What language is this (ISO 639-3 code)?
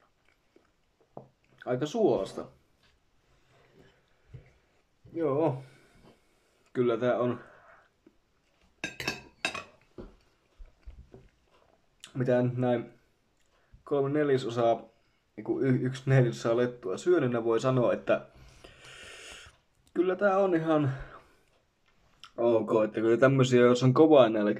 fin